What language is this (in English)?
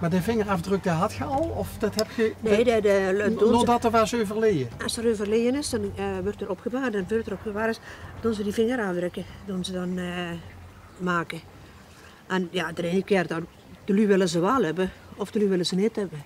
Limburgish